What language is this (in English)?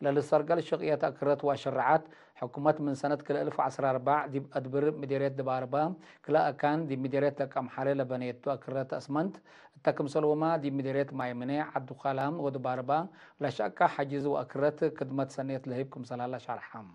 Tigre